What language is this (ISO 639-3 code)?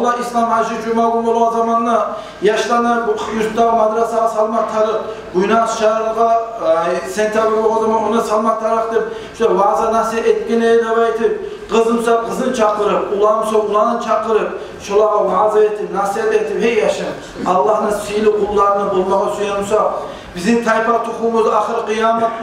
kum